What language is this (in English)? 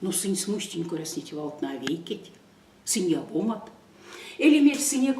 Erzya